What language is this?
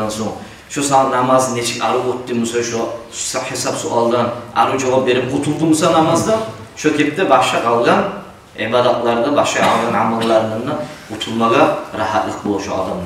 Kumyk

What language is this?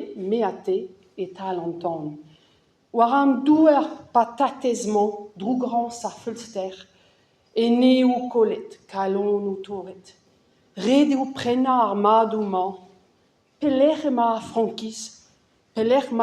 Breton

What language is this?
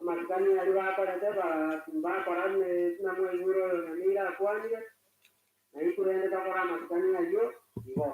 Gusii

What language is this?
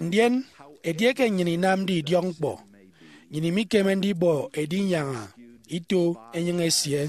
Efik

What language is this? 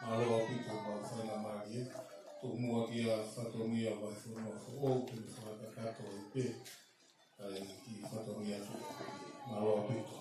Tongan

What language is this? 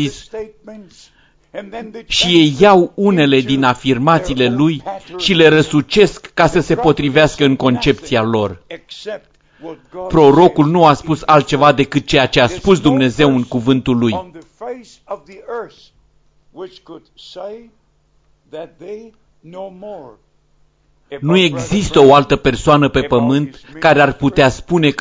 Romanian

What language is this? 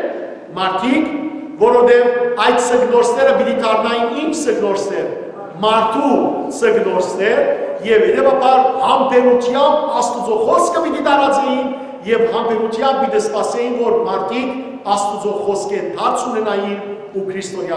Western Armenian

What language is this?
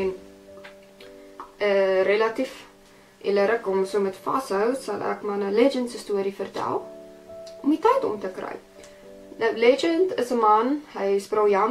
Afrikaans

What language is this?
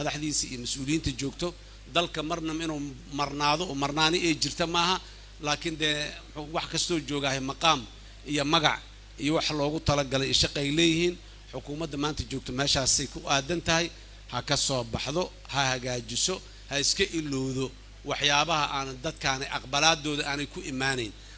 Somali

